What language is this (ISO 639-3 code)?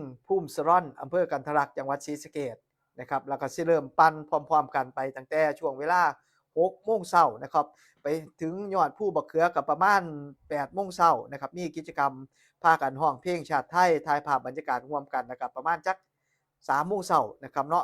tts